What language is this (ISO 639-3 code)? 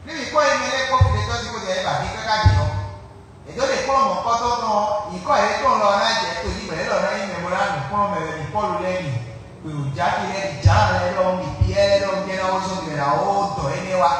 fon